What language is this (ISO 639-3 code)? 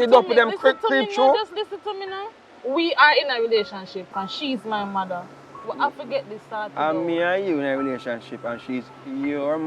jam